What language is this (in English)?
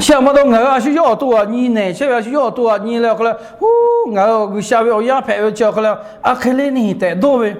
Lahu